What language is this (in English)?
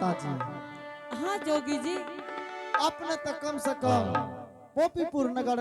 Angika